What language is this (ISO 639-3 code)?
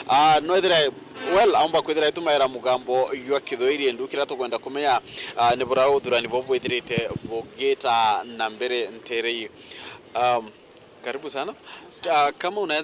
mer